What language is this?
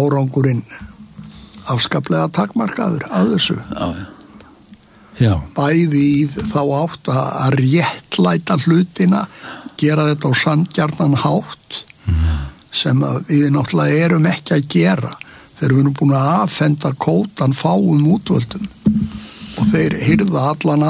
Icelandic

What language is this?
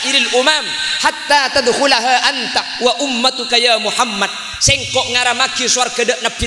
Madurese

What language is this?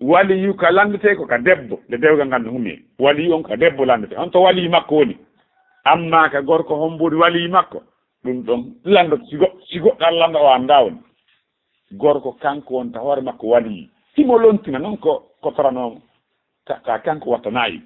Fula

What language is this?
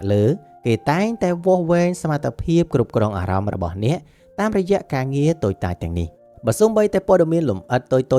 Khmer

